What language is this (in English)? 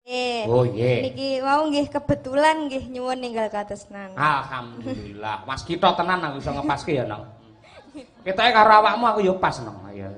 Javanese